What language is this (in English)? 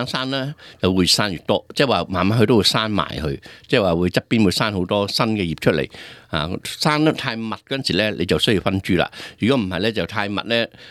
Cantonese